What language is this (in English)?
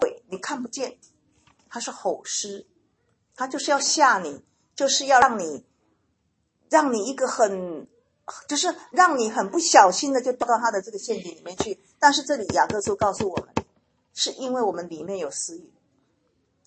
Chinese